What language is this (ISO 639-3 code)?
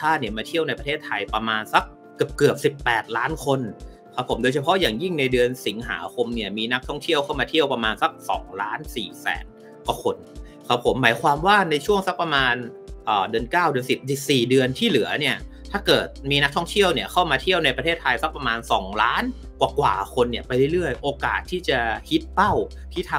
tha